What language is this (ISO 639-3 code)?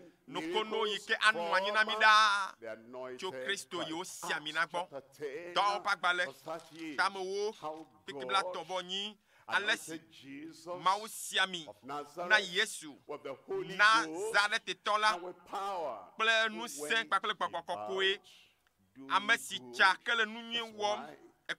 ewe